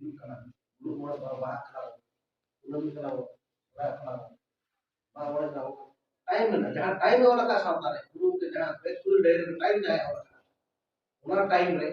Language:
Santali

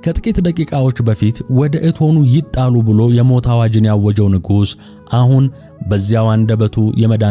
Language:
Amharic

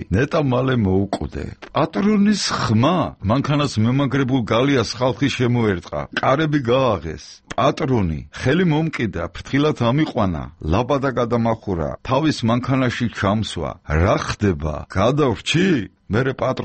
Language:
Georgian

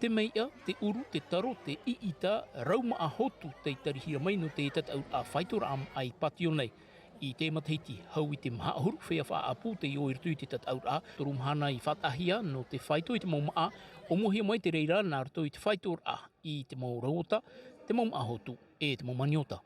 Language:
Tahitian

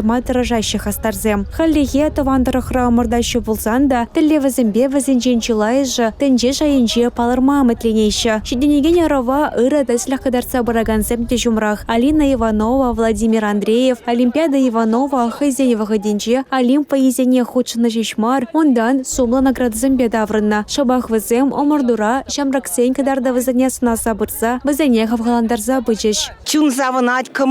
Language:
Chuvash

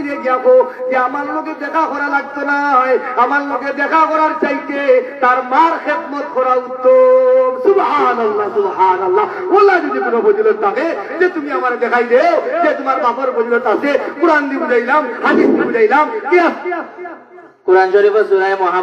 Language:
Sylheti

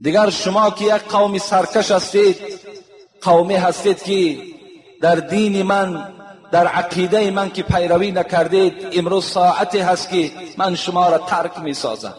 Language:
Tajik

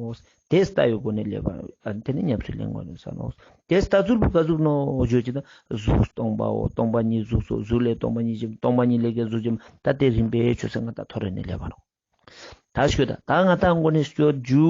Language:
Ladakhi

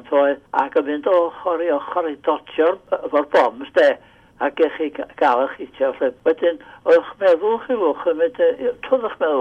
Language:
Welsh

